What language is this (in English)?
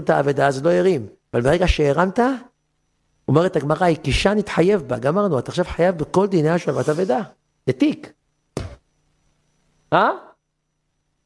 Hebrew